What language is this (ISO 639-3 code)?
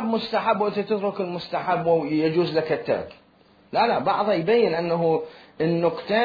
acm